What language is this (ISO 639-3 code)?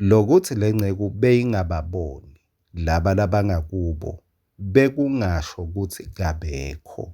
ssw